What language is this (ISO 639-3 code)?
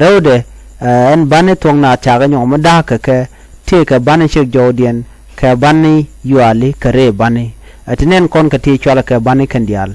nus